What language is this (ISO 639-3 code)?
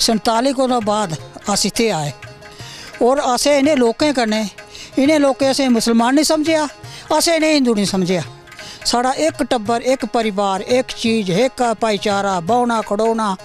doi